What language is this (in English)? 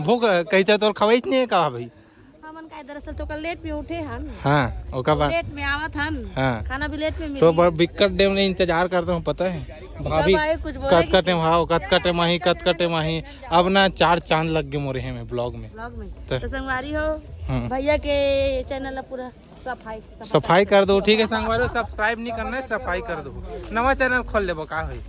Chhattisgarhi